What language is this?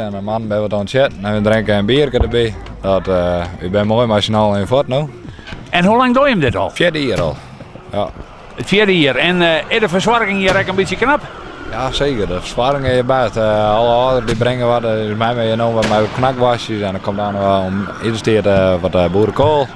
Western Frisian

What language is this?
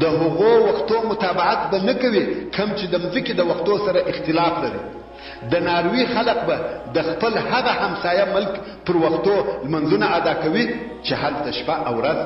Pashto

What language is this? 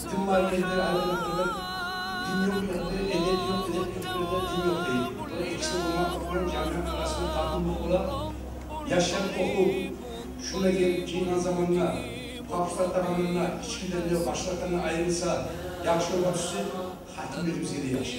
Kumyk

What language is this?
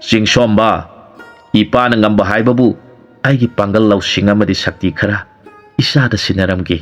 Manipuri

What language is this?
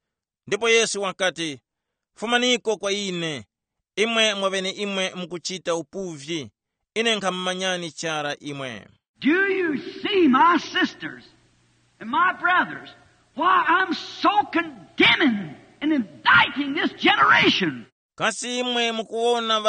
Tumbuka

